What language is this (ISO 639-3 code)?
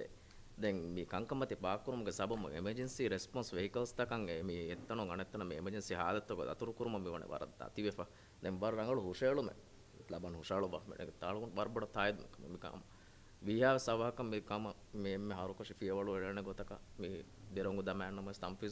div